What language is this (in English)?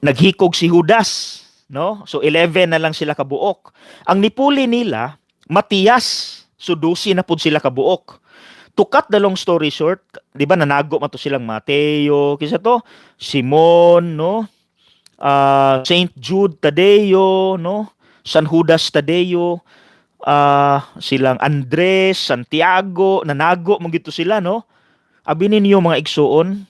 Cebuano